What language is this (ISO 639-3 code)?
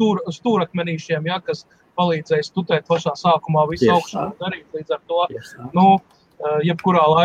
lav